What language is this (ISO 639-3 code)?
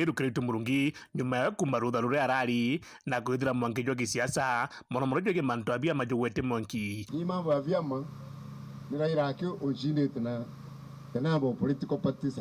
mer